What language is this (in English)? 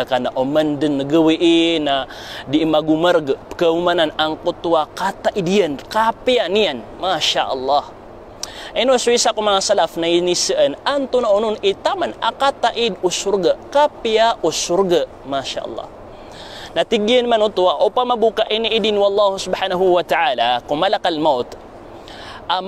Maranao